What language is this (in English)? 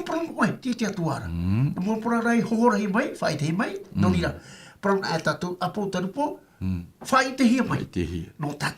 Tahitian